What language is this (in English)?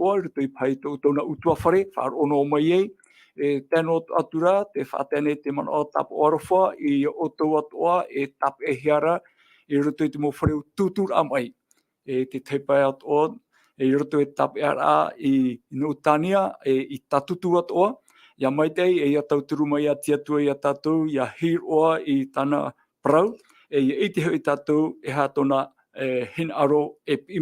Tahitian